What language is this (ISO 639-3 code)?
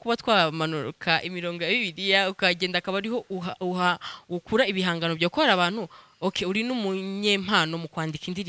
kin